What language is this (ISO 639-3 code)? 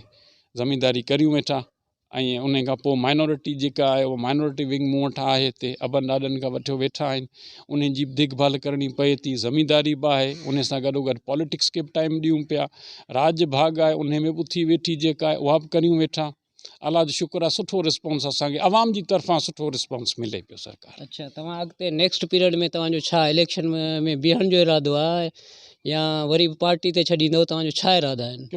snd